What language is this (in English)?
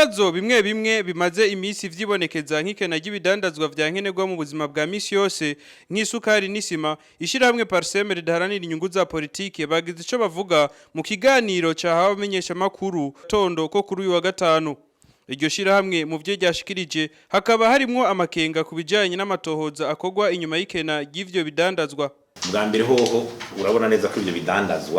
Rundi